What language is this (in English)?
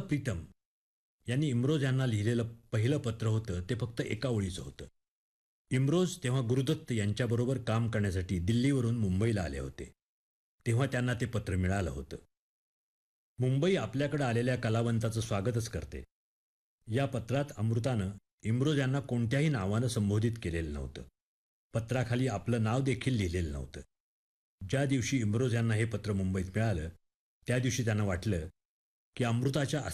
Marathi